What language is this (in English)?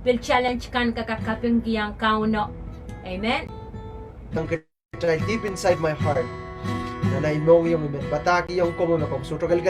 Pohnpeian